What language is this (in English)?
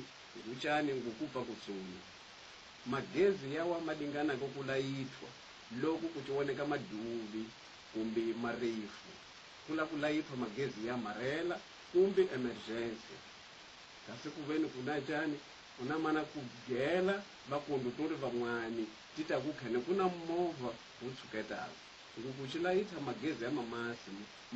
Tsonga